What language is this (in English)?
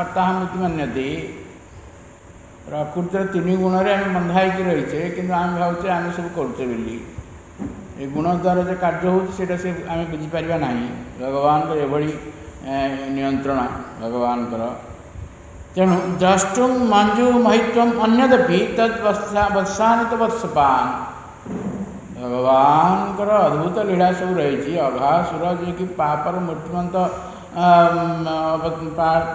Odia